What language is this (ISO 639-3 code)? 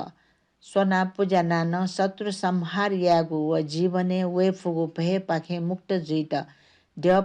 new